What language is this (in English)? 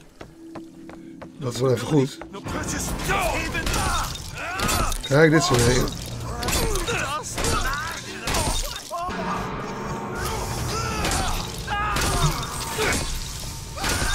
Dutch